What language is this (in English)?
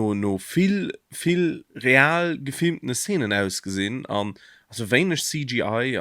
Luxembourgish